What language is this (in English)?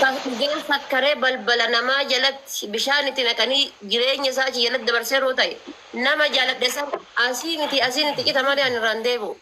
Oromo